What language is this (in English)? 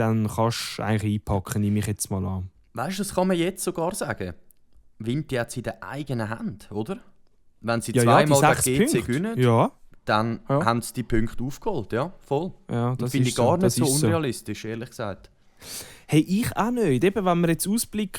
Swiss German